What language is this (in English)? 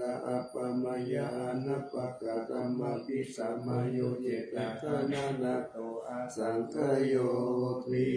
Pali